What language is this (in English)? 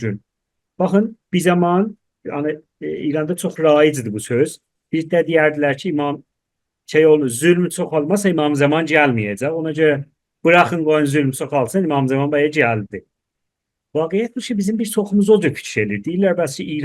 South Azerbaijani